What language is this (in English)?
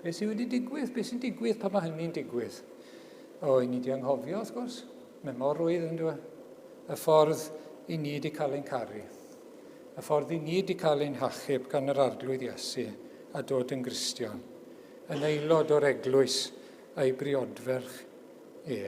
Welsh